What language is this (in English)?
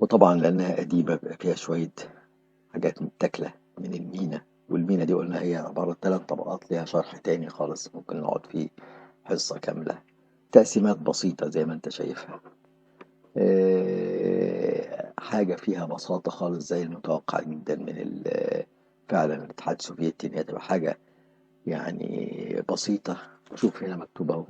Egyptian Arabic